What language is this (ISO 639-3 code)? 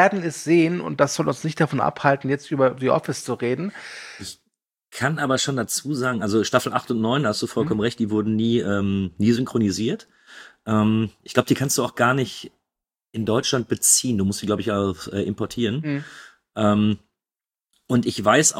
deu